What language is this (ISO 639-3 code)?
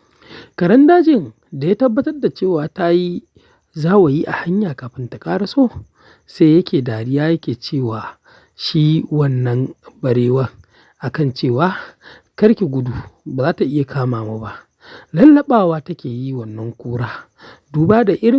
hau